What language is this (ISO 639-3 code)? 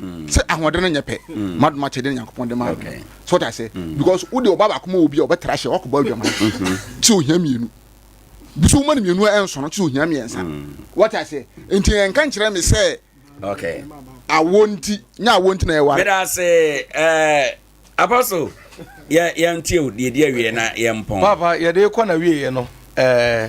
aka